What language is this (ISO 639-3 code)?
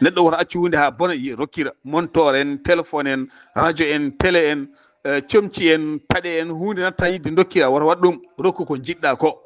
ful